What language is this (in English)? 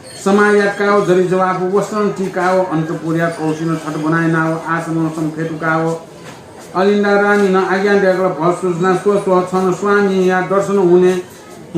Newari